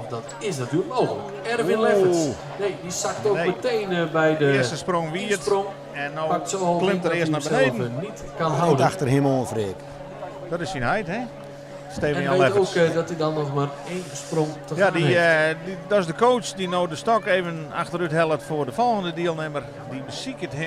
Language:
Western Frisian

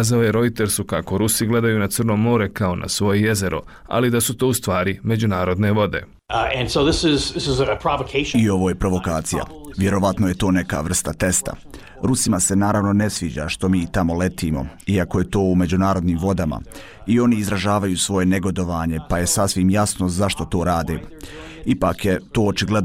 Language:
Bosnian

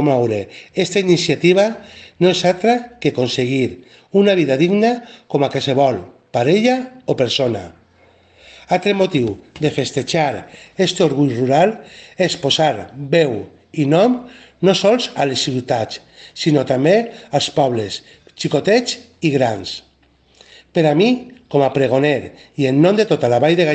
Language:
Catalan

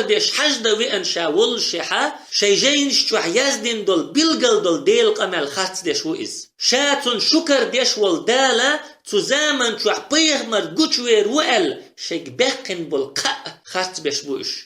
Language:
Chechen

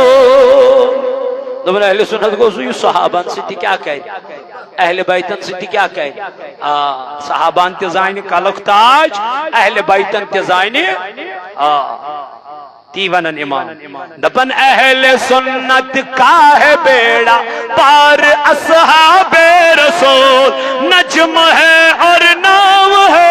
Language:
Kashmiri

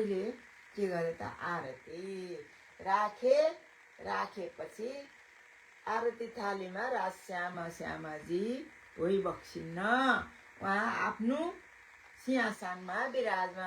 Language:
Nepali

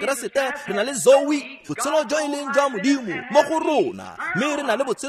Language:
Tswana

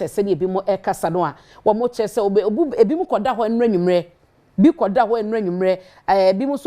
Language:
Akan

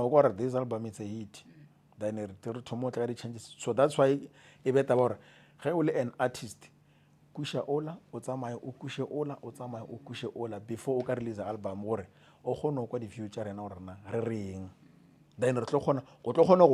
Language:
Northern Sotho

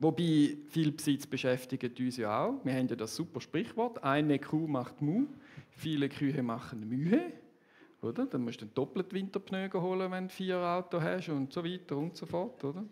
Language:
Swiss German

